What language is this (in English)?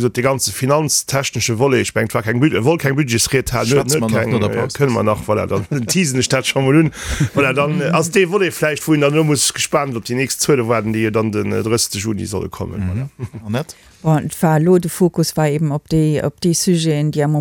Luxembourgish